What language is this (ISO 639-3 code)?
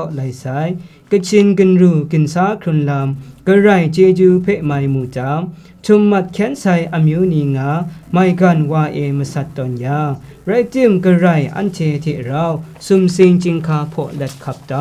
kac